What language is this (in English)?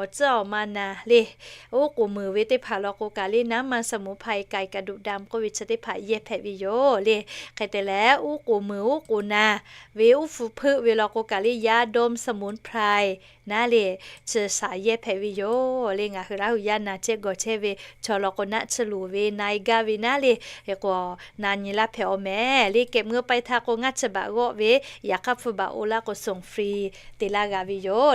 Lahu